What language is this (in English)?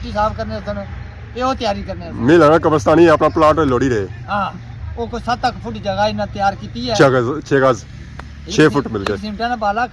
Pahari-Potwari